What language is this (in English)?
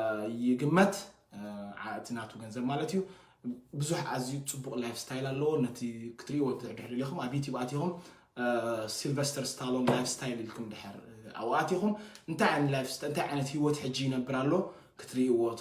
Tigrinya